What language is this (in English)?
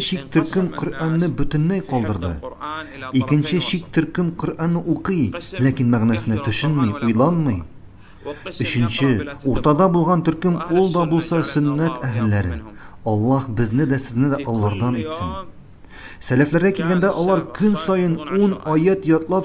Tatar